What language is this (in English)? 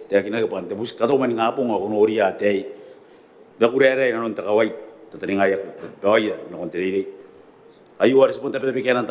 Gilbertese